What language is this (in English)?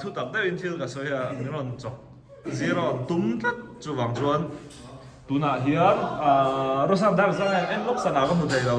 Mizo